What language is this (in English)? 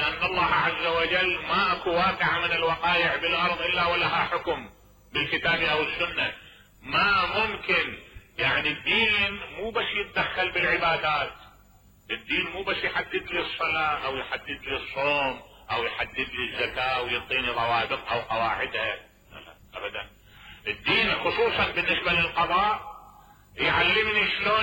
Mesopotamian Arabic